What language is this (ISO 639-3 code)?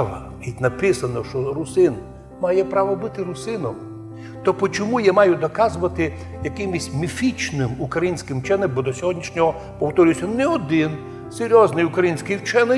rue